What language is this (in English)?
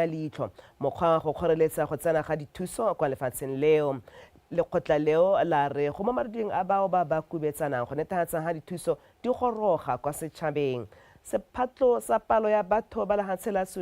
Tswana